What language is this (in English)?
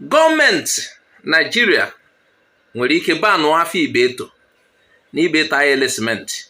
Igbo